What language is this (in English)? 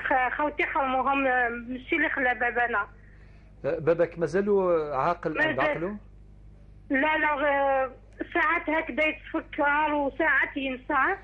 Algerian Arabic